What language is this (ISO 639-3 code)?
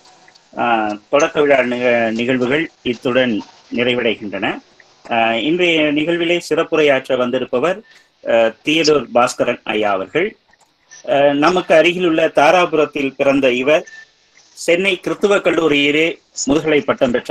tam